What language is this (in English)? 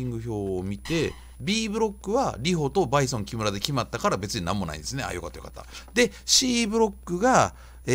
Japanese